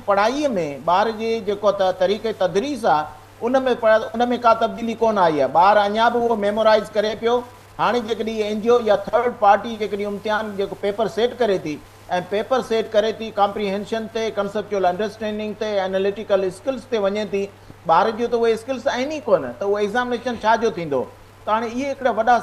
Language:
Sindhi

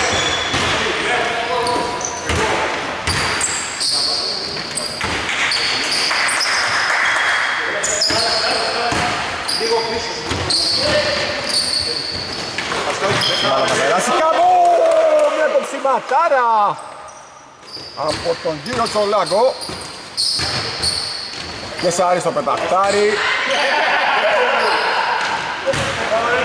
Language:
Greek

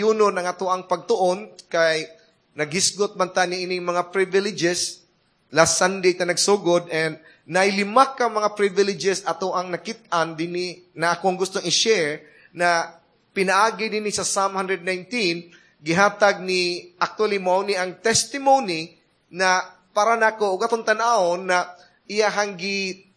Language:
Cebuano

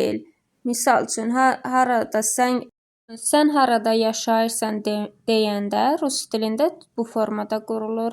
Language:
Azerbaijani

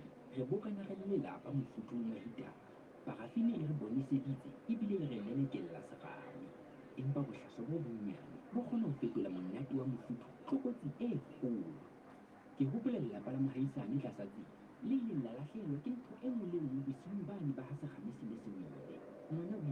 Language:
Southern Sotho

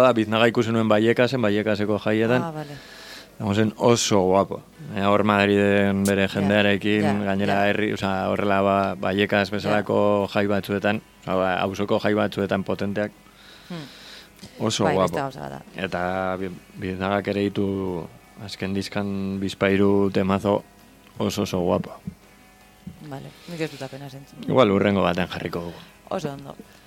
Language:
Basque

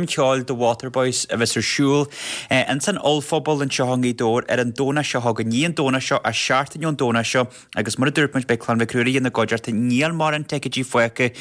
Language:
Irish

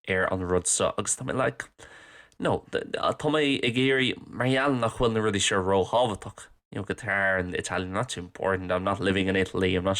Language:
Irish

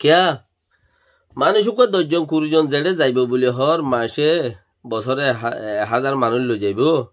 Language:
Rohingya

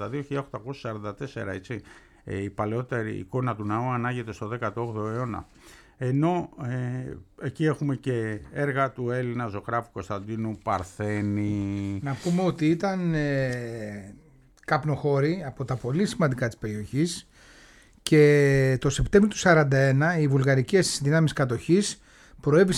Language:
Greek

